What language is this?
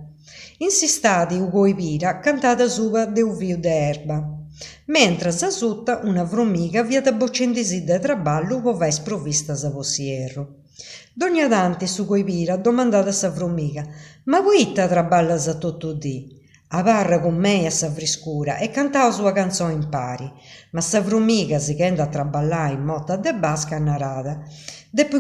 Sardinian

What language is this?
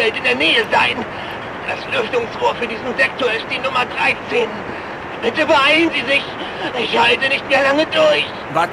Bavarian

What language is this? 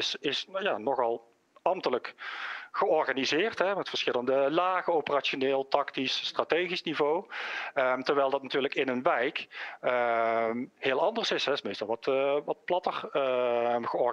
Dutch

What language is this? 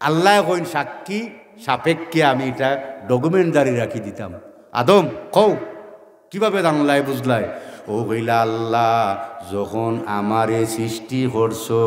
Sylheti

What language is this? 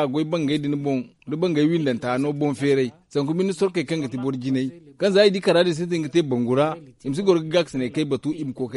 Zarma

